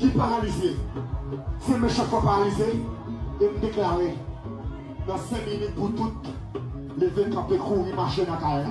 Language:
Haitian Creole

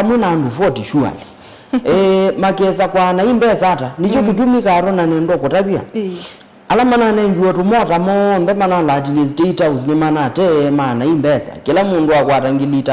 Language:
Kamba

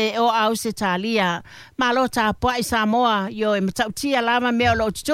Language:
Samoan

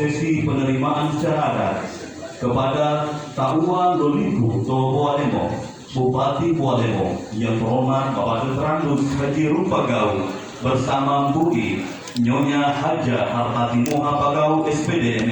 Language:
Gorontalo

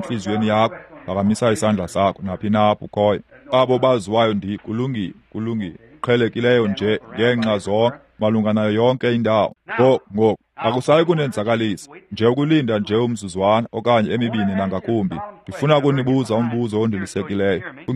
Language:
Xhosa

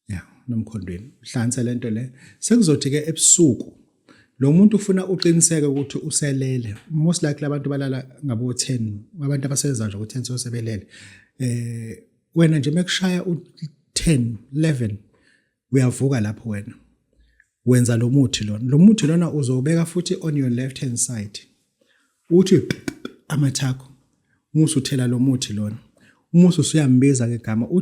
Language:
Zulu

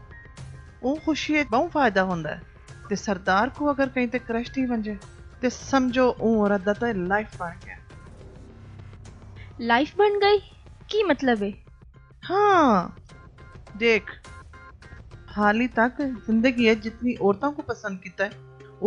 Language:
Saraiki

